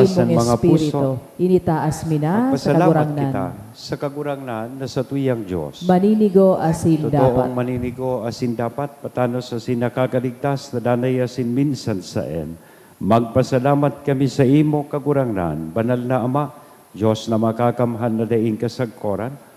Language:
Bikol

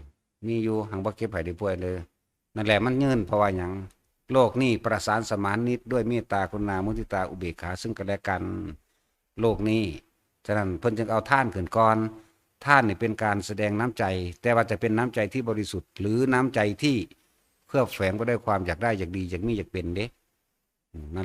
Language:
Northeastern Thai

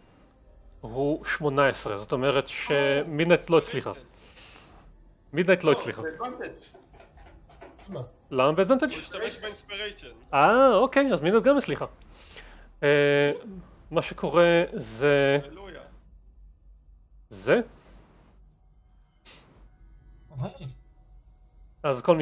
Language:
Hebrew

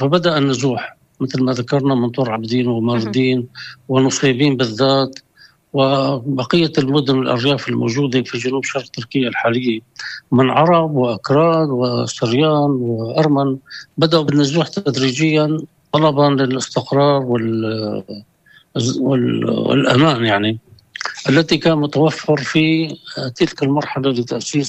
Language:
North Levantine Arabic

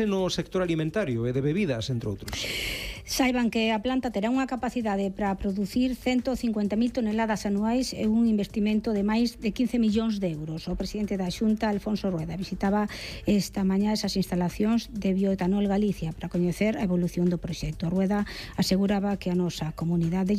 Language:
Galician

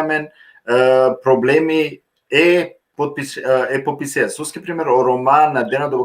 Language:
Balkan Romani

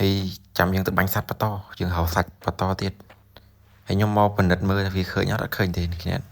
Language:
Khmer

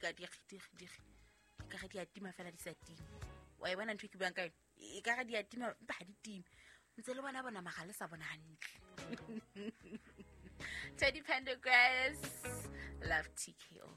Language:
Southern Sotho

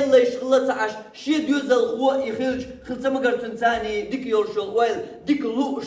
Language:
Chechen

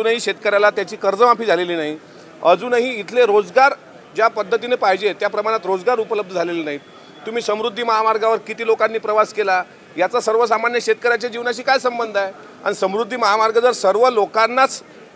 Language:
Marathi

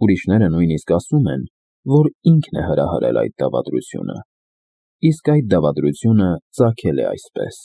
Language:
Armenian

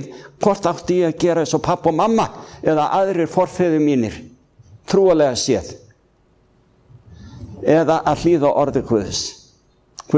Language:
Icelandic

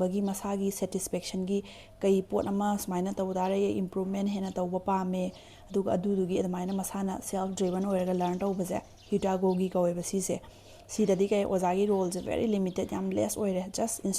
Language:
Manipuri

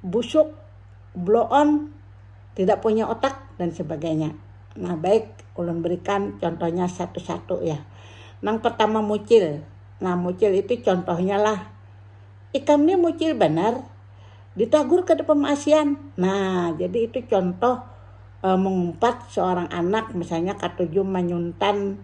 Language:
Banjar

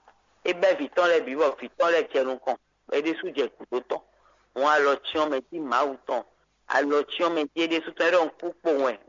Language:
Fon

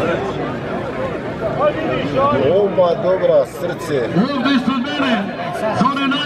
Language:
Croatian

